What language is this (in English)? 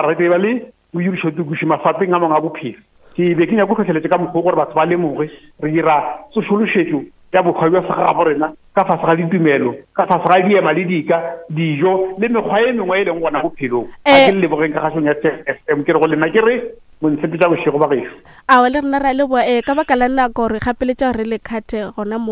Northern Sotho